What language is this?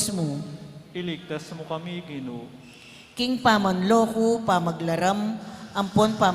Pampanga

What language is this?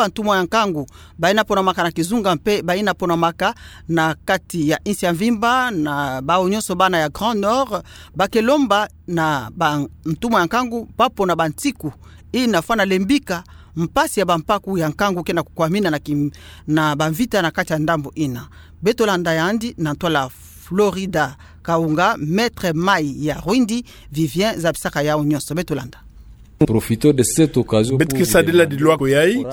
Kituba (Democratic Republic of Congo)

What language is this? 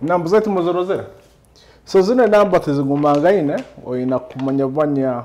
Nyoro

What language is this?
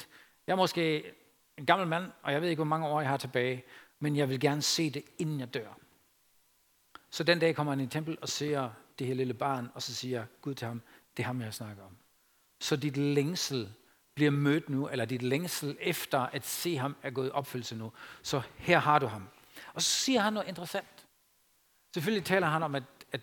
Danish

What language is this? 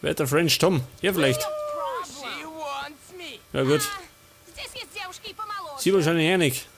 Bavarian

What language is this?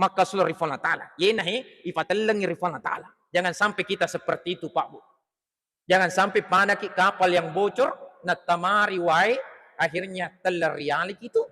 Buginese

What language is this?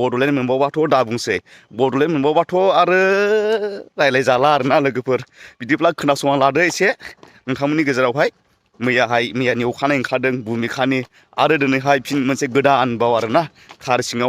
Bodo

